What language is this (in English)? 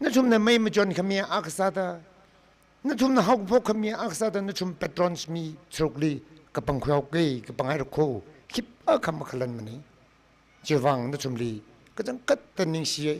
Tangkhul Naga (India)